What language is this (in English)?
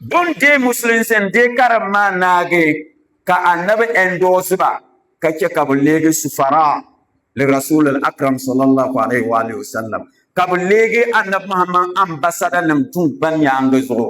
Dagbani